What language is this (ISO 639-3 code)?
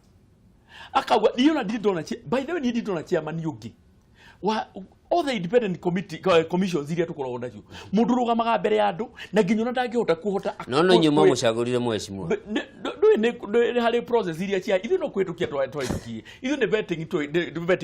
kik